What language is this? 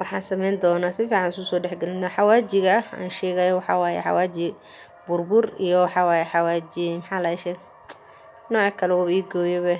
Somali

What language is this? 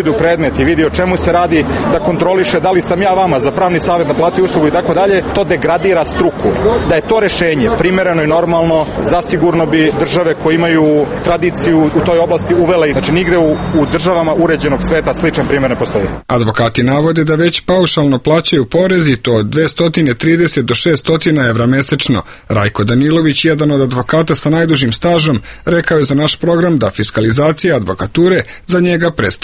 Serbian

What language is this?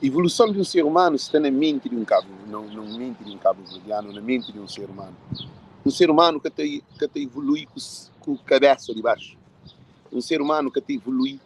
Kabuverdianu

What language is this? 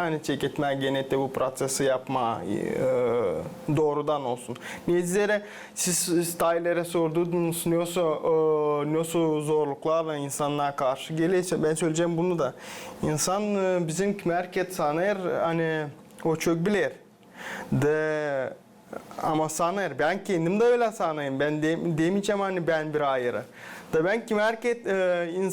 Gagauz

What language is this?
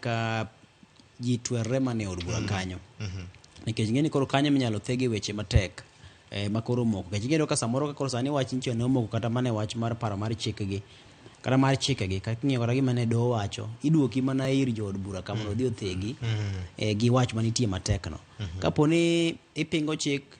Luo (Kenya and Tanzania)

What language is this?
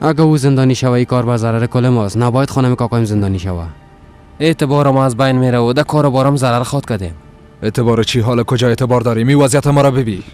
Persian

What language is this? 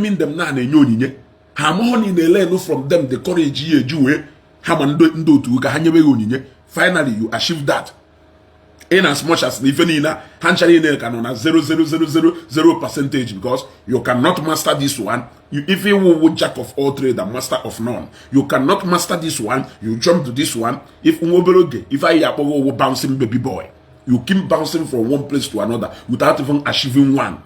Igbo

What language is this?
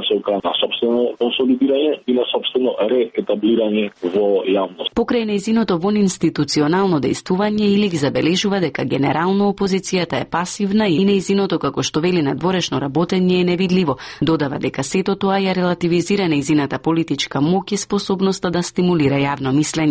Macedonian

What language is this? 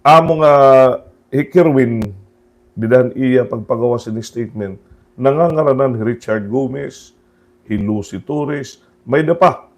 Waray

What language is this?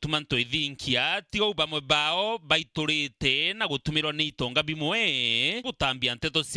Meru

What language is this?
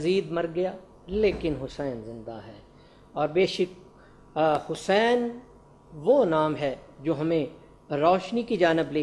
Urdu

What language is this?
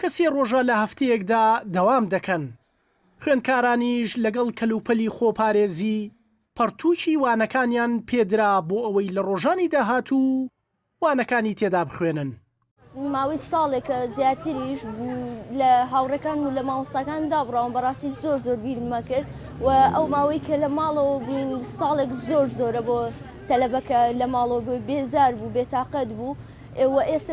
Central Kurdish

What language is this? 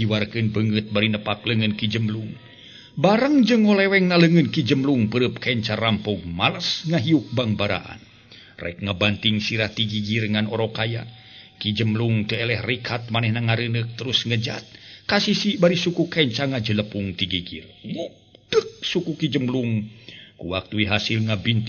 Sundanese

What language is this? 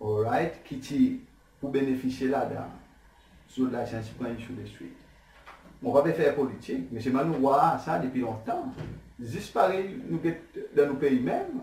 Seselwa Creole French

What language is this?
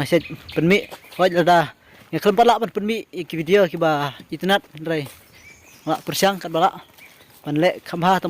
Khasi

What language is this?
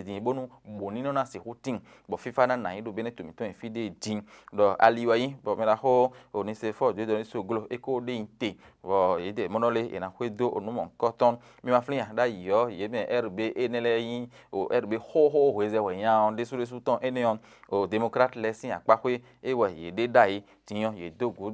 Fon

